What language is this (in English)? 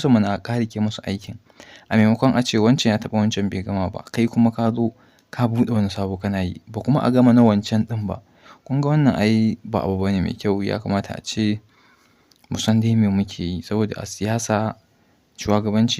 Hausa